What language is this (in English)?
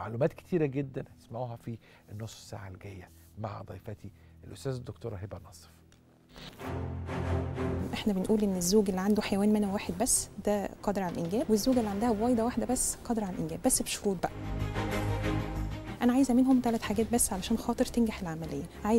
Egyptian Arabic